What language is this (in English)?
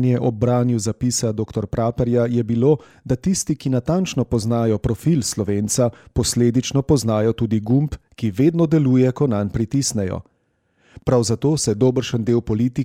Slovenian